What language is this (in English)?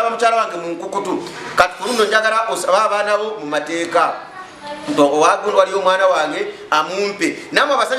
Ganda